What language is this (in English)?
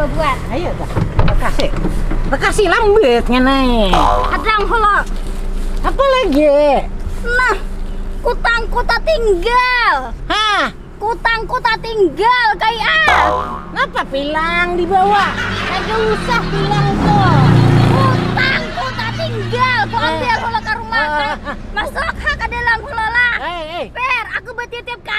Banjar